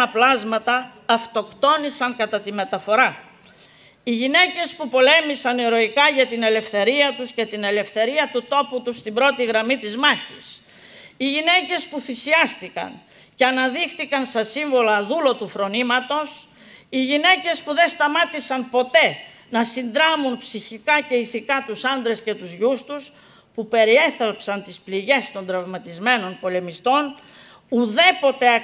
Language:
Greek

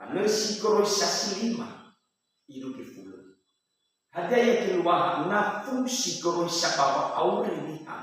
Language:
Nias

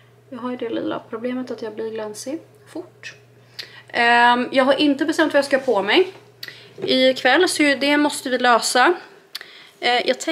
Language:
Swedish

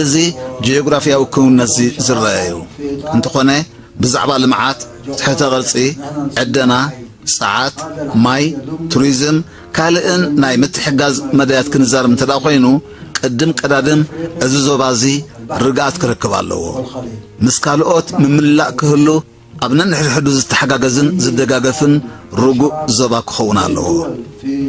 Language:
Tigrinya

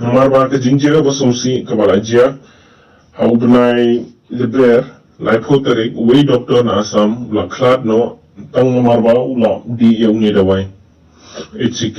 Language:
Khasi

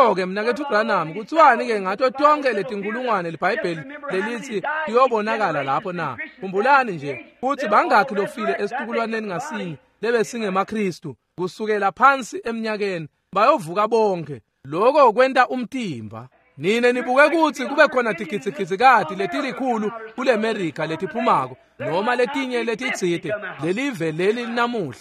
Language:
Swati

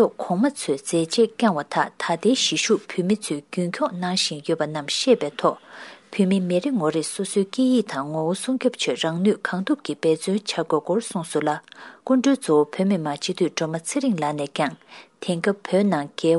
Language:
Tibetan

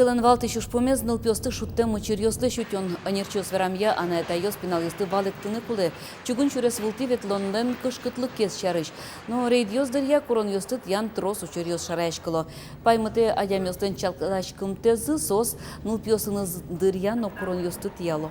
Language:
Udmurt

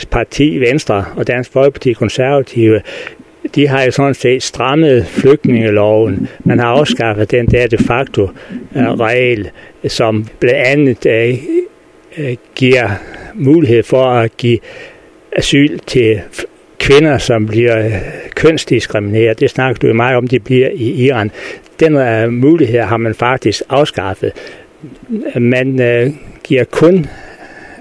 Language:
Danish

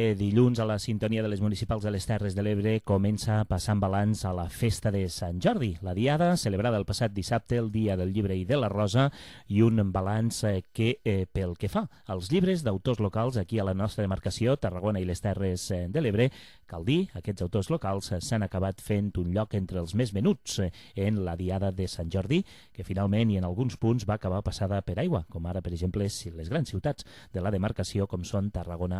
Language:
Catalan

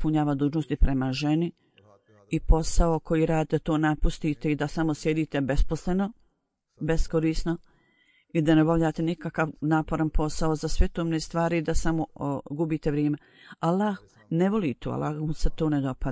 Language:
Croatian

